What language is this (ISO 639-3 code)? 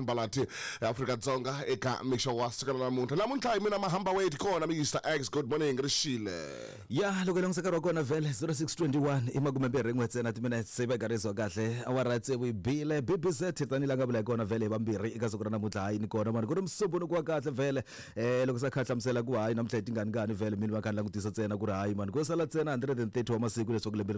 tso